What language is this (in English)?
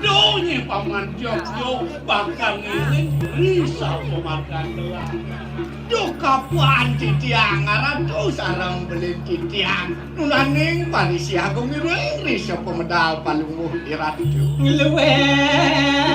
Balinese